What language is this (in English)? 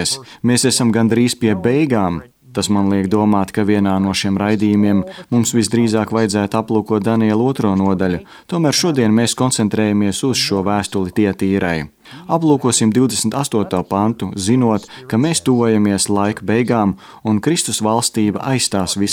Latvian